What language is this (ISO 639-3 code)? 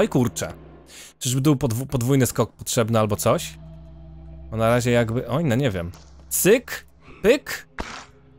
pol